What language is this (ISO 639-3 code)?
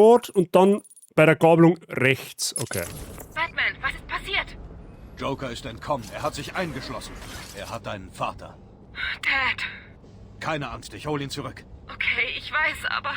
bar